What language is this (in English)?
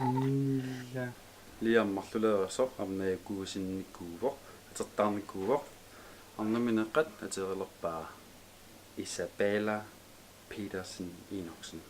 Kalaallisut